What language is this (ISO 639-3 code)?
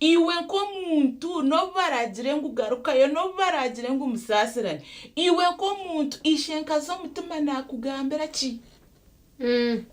nyn